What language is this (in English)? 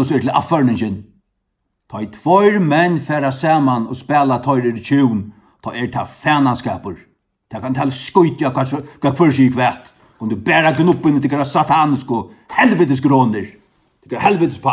Faroese